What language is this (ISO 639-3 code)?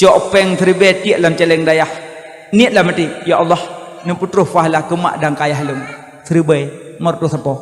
ace